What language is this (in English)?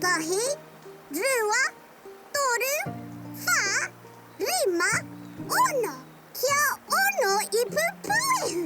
Māori